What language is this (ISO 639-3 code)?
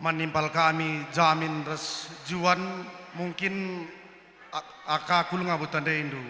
btx